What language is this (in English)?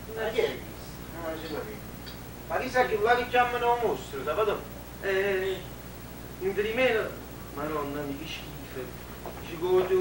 Neapolitan